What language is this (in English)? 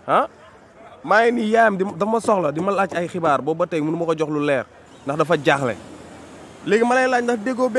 Wolof